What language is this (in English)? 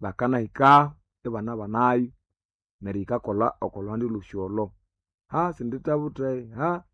Nande